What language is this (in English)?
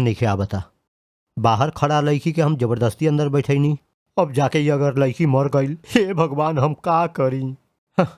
Bhojpuri